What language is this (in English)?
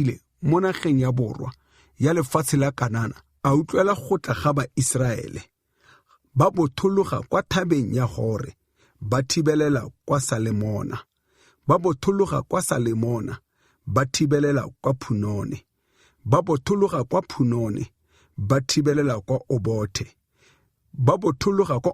Tswana